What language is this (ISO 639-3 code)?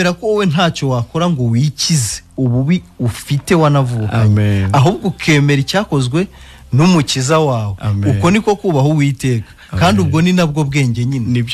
kin